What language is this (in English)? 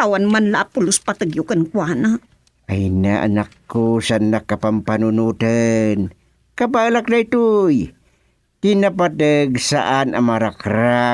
Iloko